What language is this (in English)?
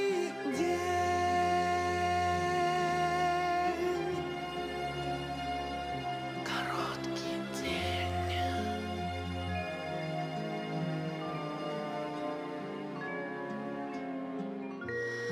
Russian